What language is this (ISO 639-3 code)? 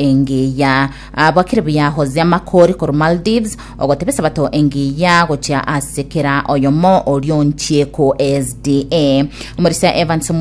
guz